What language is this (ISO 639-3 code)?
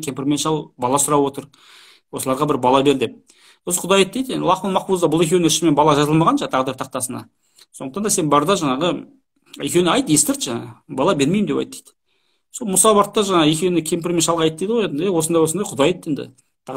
kaz